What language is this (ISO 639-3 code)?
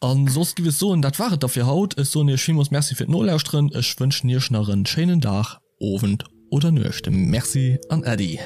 ltz